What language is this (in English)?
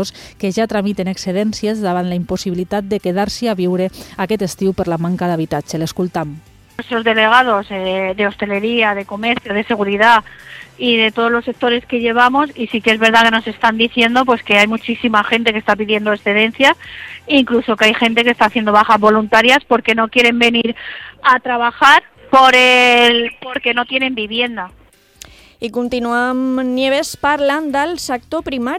Catalan